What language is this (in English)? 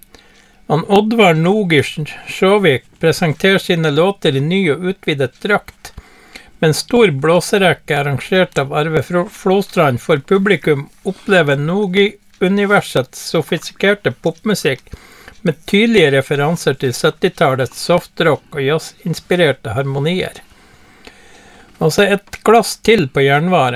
Norwegian